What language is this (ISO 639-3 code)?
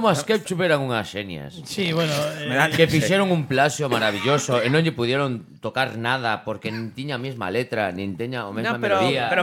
glg